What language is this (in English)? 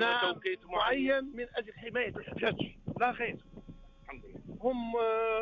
Arabic